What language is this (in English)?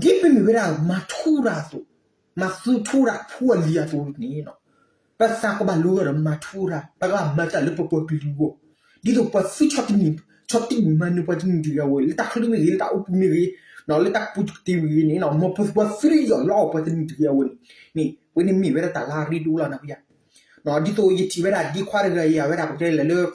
S'gaw Karen